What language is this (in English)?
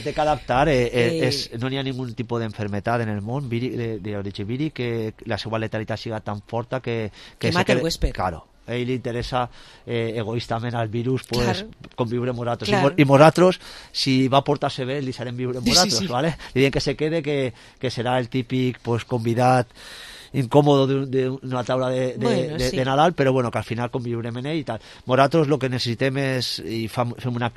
Catalan